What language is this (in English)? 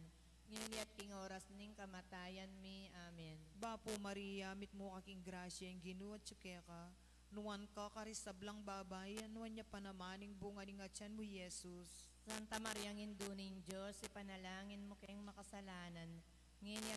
Pampanga